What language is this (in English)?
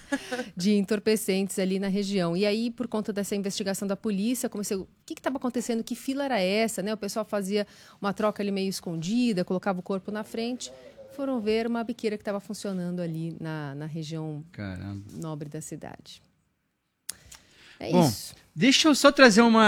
Portuguese